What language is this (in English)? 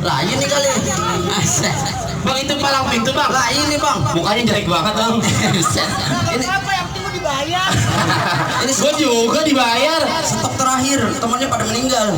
Betawi